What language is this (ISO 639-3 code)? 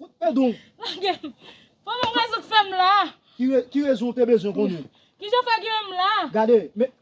hat